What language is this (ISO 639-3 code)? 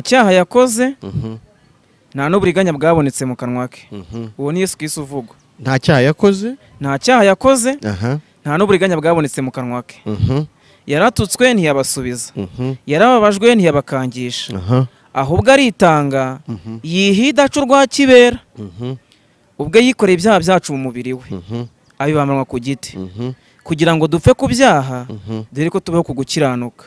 kin